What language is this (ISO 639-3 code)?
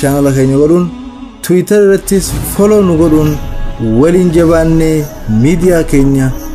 orm